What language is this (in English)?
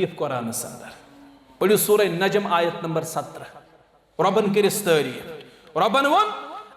Kashmiri